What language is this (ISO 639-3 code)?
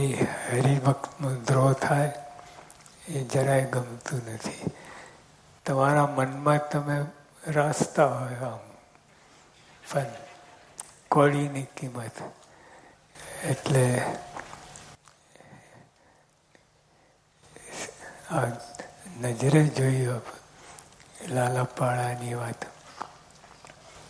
guj